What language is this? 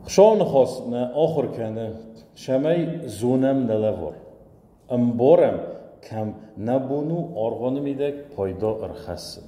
Ossetic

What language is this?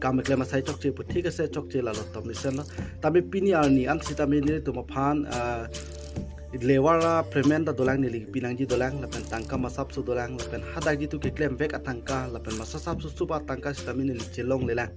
Karbi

